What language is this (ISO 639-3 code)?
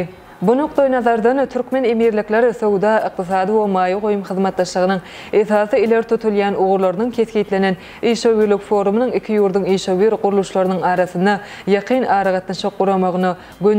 tuk